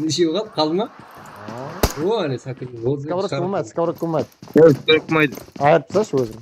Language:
Kara-Kalpak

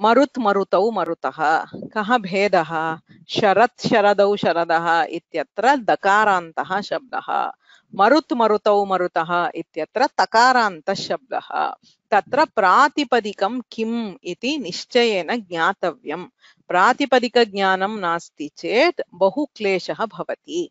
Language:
Sanskrit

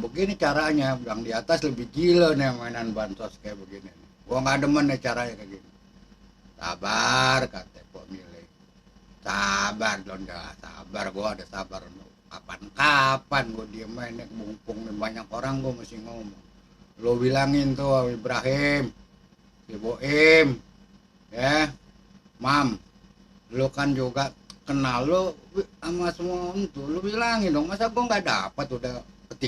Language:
Betawi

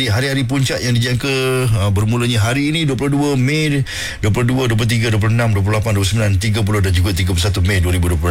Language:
Malay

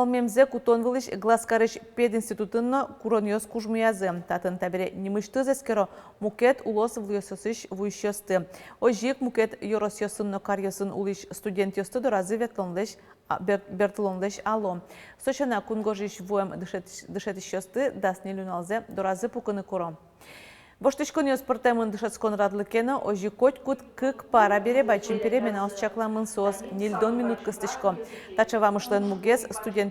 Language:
Udmurt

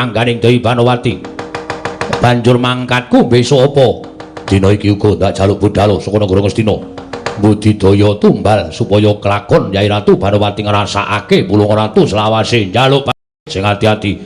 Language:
Javanese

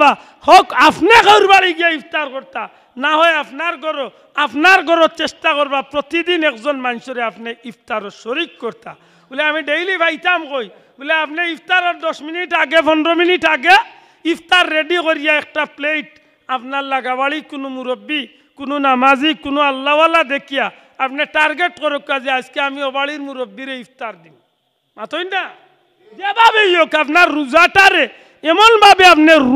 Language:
Sylheti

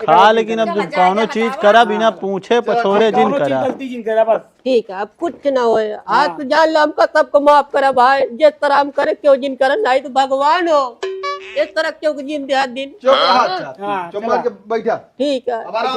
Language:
Awadhi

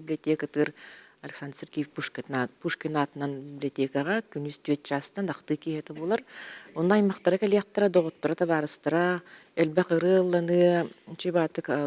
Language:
Yakut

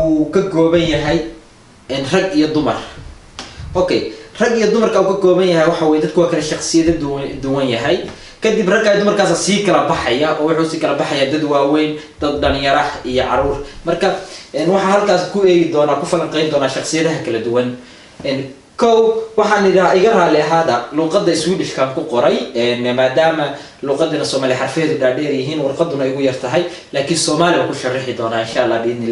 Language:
Somali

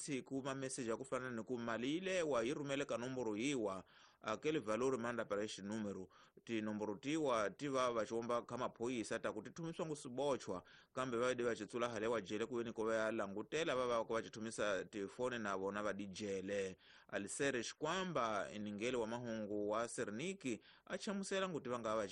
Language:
Tsonga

